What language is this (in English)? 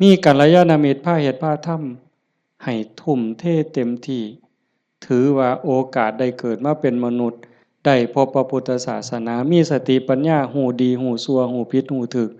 Lao